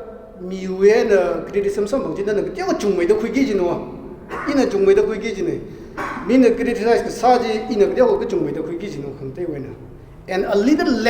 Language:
Tangkhul Naga (India)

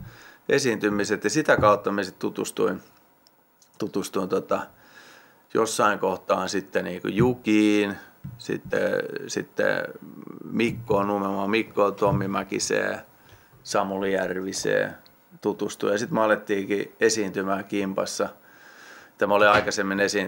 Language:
Finnish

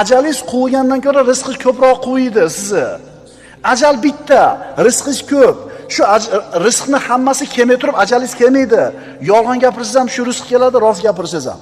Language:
Uzbek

